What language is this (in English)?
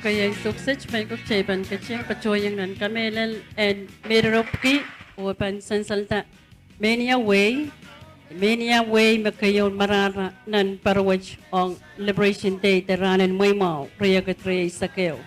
Pohnpeian